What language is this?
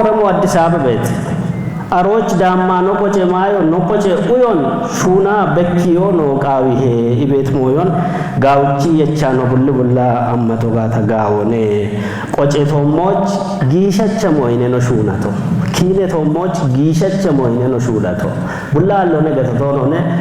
Kafa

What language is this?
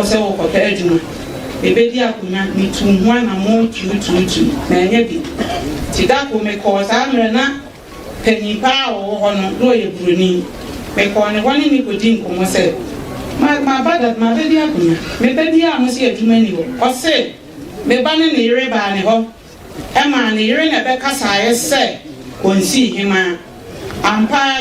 Akan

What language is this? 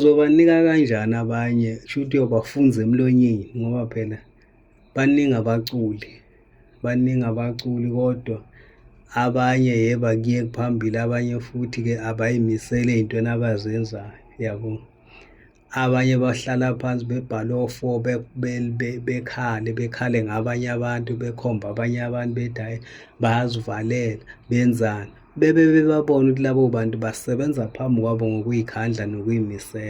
Zulu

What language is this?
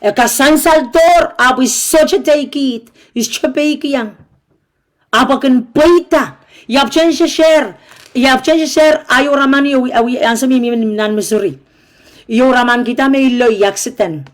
Pohnpeian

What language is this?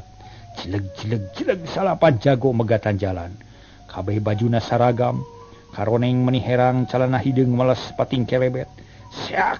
Sundanese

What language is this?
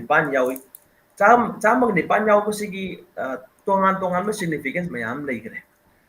Manipuri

